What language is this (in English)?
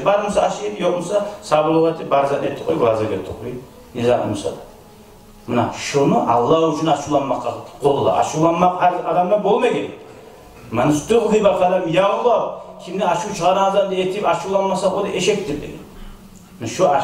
Kumyk